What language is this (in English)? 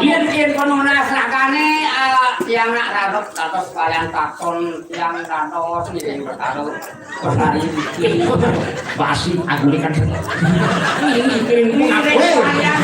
Balinese